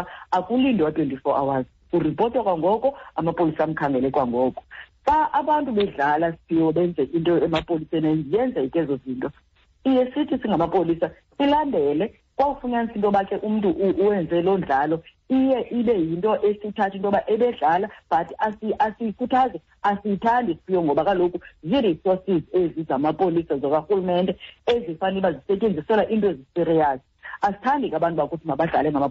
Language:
Xhosa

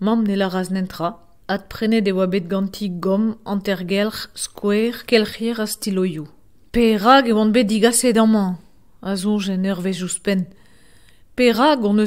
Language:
Breton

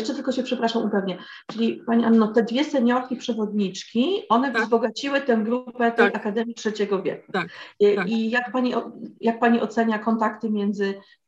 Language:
Polish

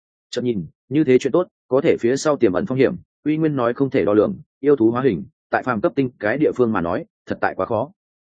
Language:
Vietnamese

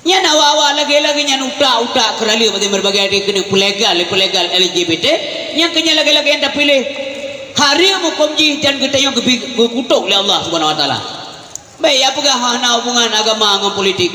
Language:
Achinese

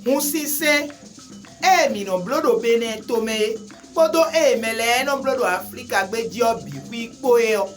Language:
Fon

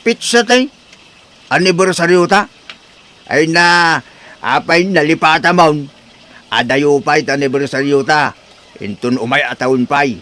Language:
Iloko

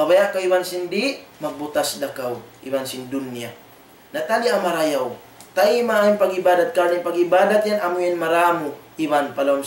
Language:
Tausug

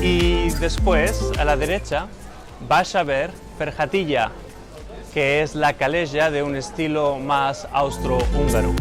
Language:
Ladino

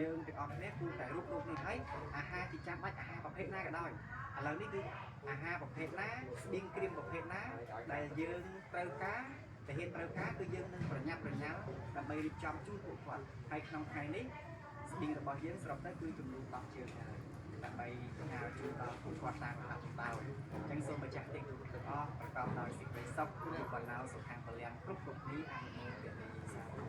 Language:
Khmer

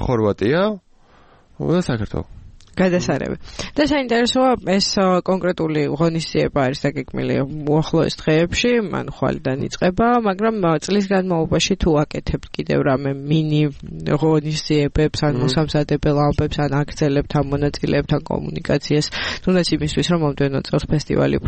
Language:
Georgian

